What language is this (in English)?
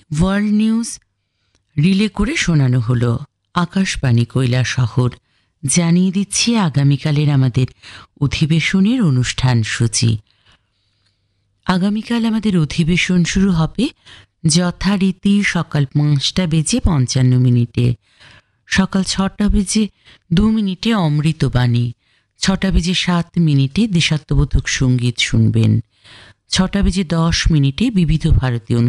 Bangla